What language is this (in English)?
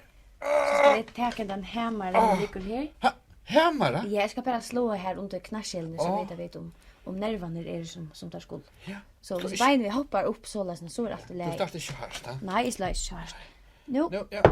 Faroese